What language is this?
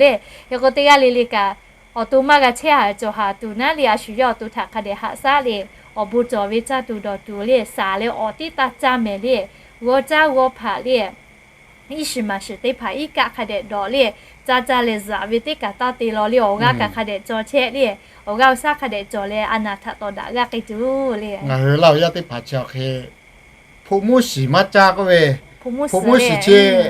Lahu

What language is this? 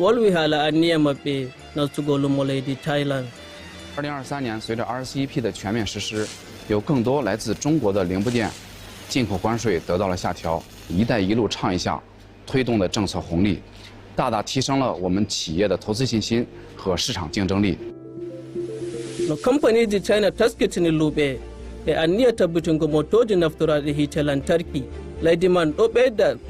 Nigerian Fulfulde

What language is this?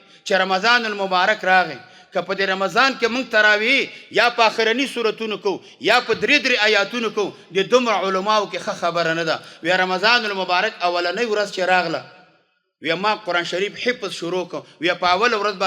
Pashto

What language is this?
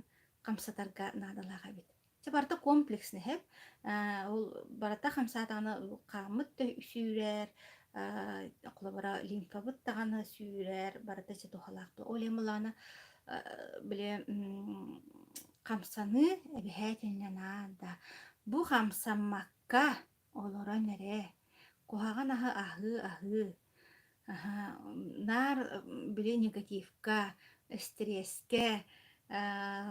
Yakut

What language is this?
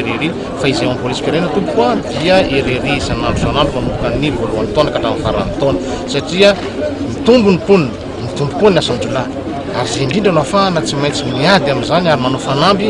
Malagasy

